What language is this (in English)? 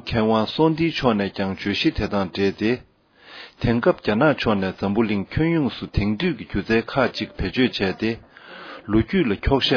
Tibetan